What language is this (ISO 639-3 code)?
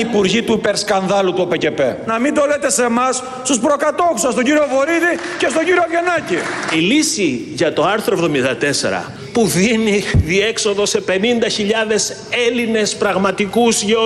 ell